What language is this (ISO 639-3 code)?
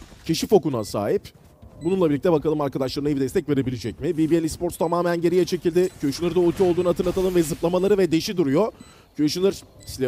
tur